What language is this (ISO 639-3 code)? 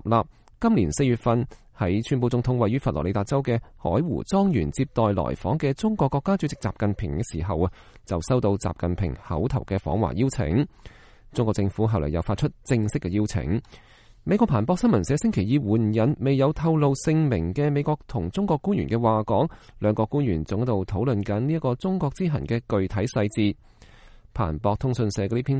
yue